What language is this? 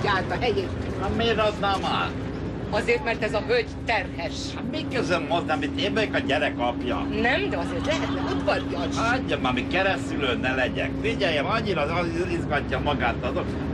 Hungarian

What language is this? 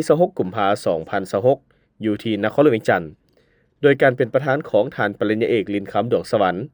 Lao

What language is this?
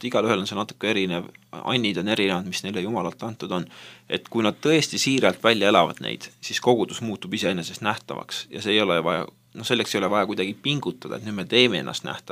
Estonian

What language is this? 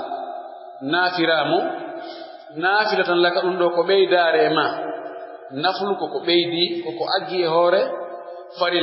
Pular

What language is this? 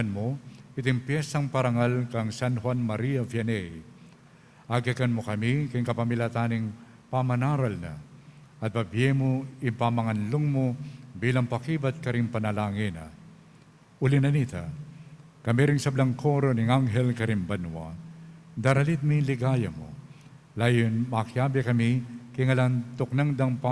Pampanga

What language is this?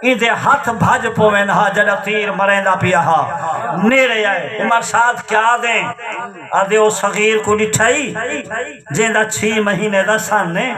Saraiki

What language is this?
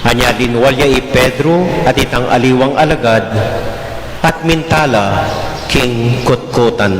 Pampanga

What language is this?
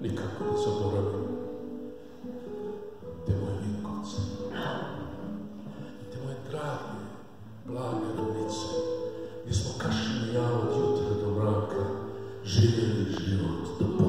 Croatian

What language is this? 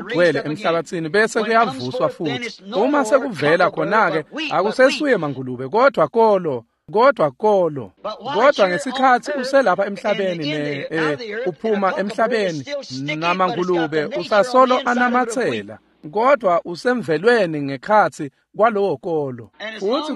Swati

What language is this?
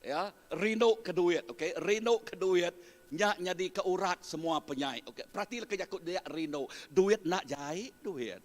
Iban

